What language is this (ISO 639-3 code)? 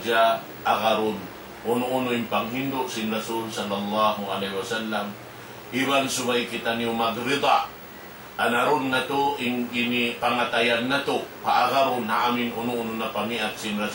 tsg